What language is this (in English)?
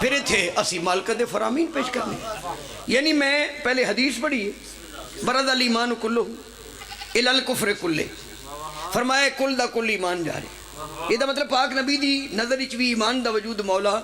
Pahari-Potwari